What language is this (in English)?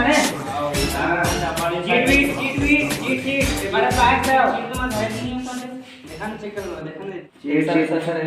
Chhattisgarhi